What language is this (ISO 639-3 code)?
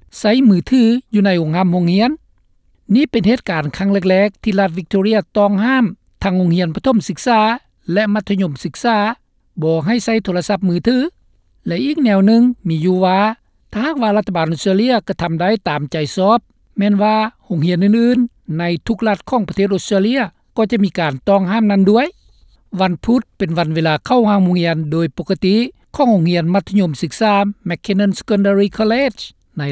lao